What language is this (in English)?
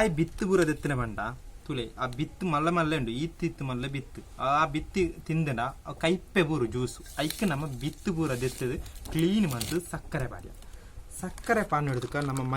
Tulu